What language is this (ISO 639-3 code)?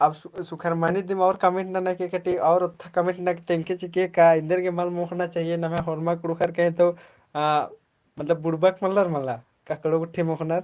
kru